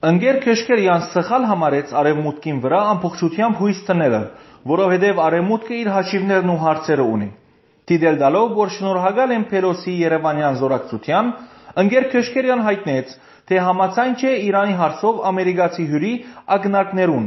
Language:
Western Armenian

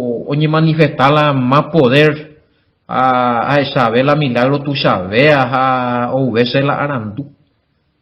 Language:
Guarani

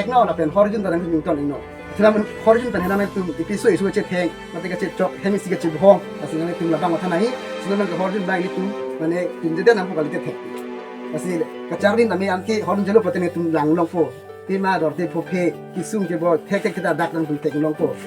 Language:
Karbi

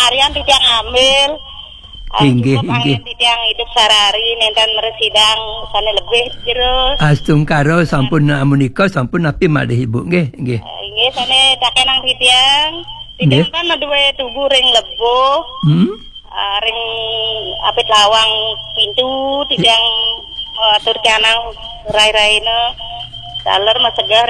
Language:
Balinese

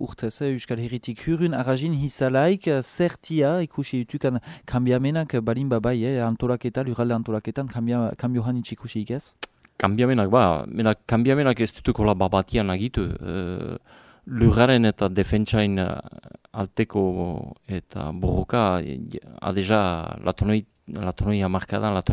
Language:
Basque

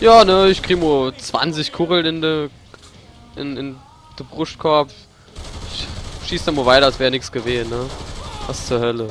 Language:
Palatine German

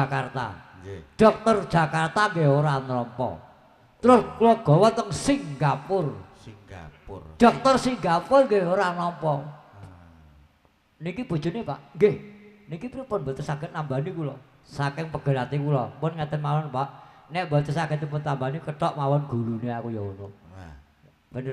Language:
Javanese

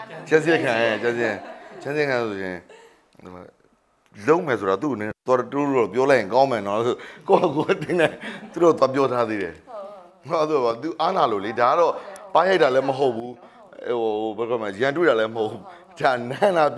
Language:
Burmese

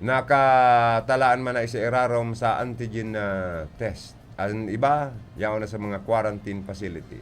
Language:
Bikol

